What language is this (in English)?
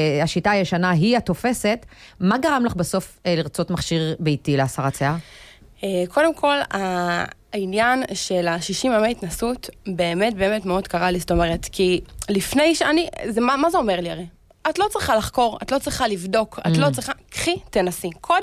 Hebrew